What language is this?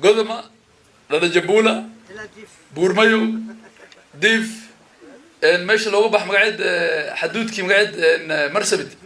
Somali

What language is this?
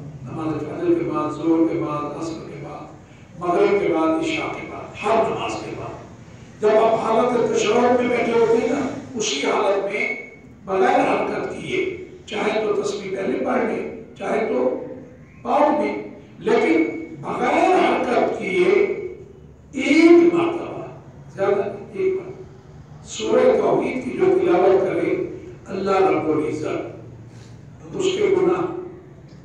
Urdu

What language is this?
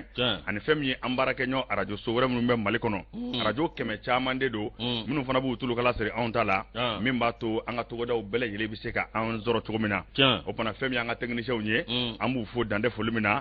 Bambara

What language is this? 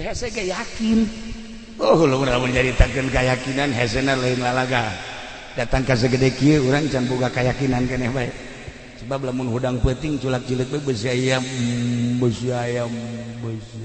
Sundanese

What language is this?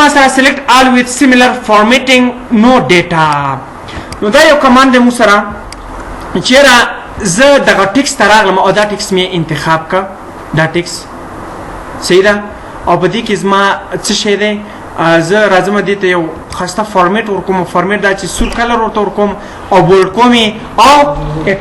Pashto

